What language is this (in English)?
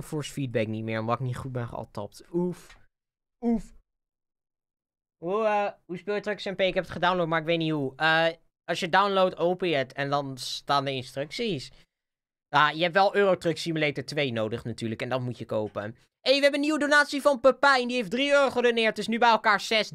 Dutch